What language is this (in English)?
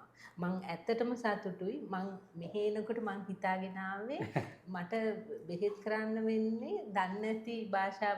Sinhala